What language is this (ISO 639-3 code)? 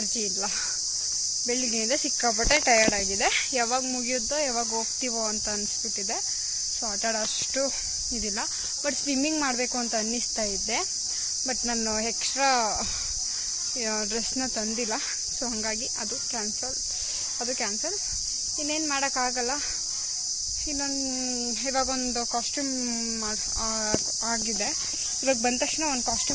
kan